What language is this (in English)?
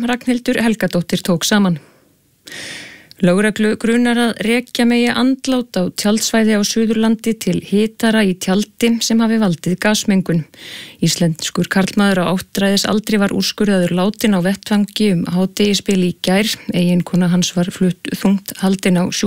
Icelandic